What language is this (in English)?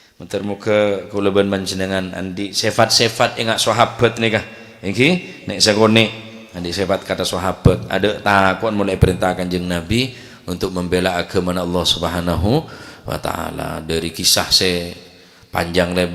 Madurese